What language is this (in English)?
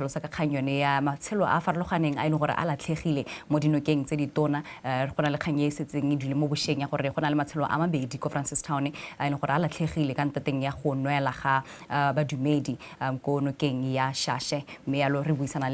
Tswana